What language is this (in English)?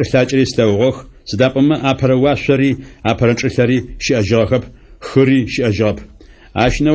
Adyghe